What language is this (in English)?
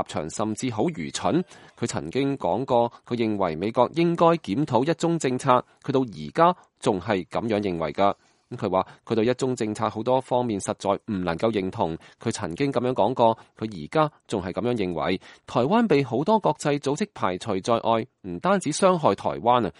Cantonese